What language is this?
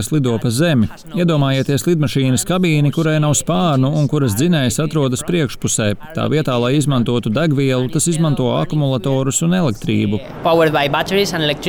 Latvian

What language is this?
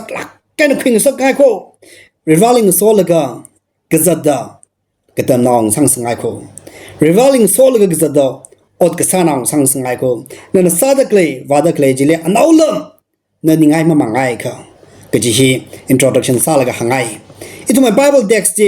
Tangkhul Naga (India)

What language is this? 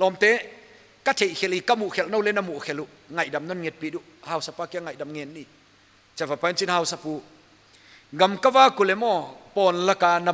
Paite Chin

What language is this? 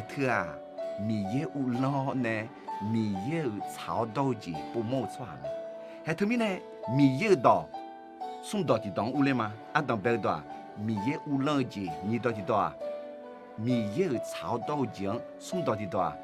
Akha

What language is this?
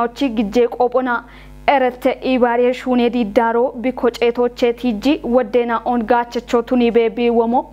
Kafa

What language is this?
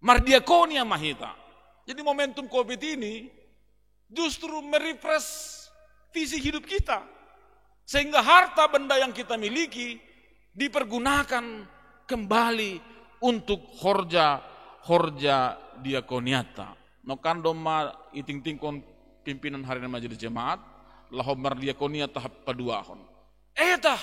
Batak Simalungun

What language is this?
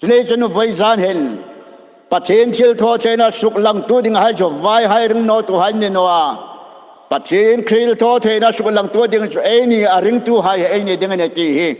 Hmar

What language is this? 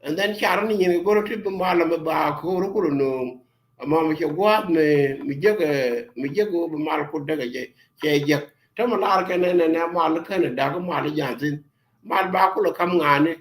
Nuer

